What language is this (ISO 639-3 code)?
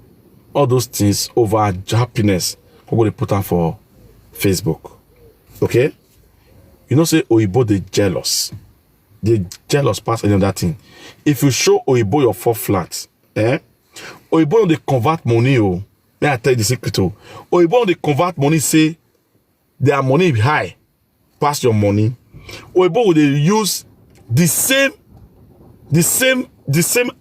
pcm